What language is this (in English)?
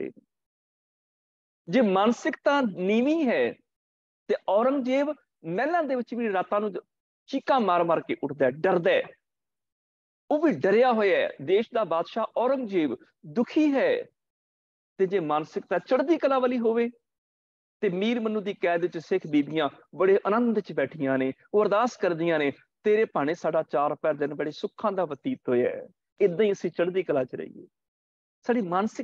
Punjabi